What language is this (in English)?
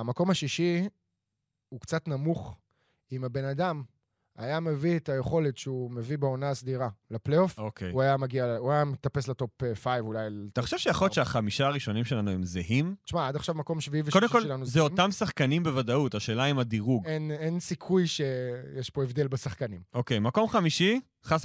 Hebrew